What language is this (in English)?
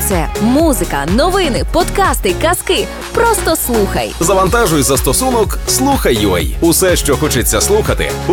Ukrainian